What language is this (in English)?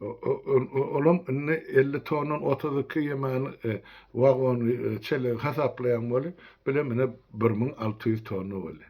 Turkmen